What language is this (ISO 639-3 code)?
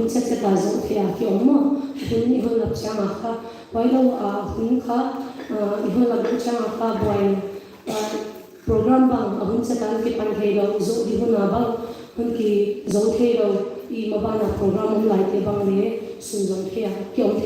pck